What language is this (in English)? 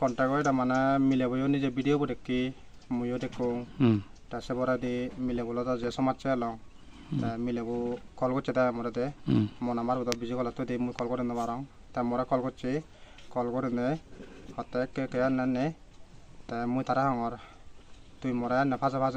Chakma